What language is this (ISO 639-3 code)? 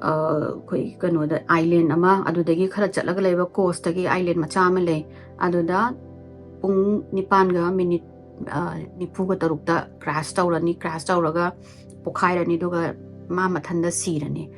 mni